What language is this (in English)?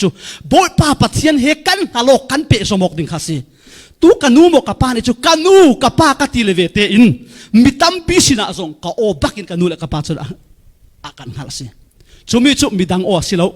Falam Chin